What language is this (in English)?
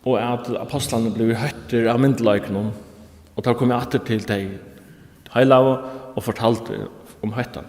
Faroese